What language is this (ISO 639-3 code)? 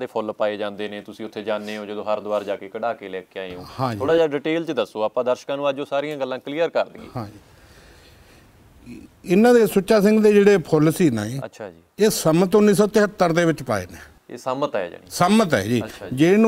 pan